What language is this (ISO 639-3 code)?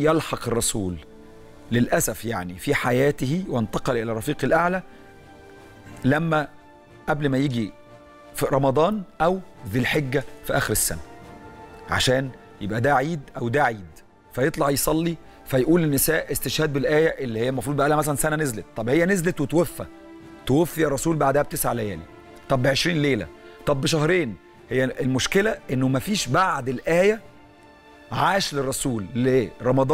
arz